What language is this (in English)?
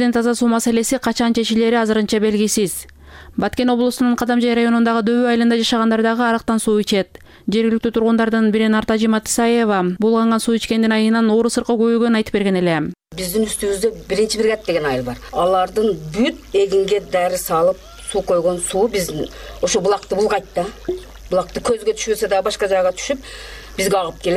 Kyrgyz